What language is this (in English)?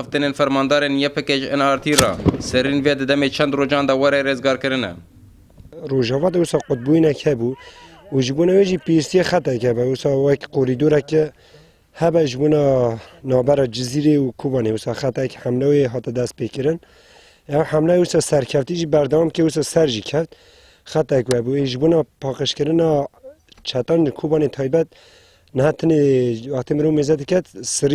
Kurdish